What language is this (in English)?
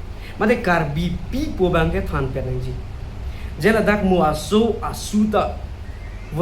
Karbi